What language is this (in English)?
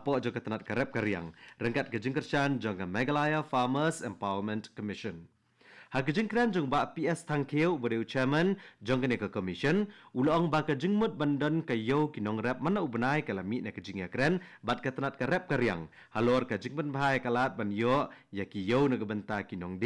Khasi